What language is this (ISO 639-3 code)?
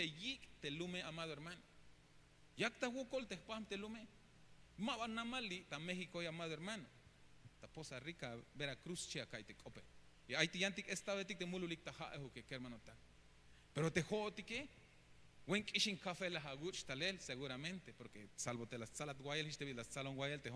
tzh